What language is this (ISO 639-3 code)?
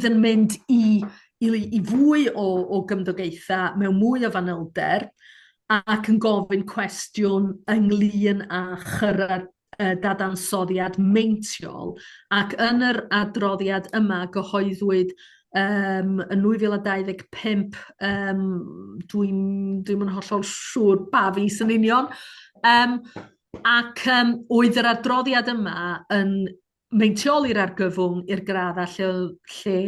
cym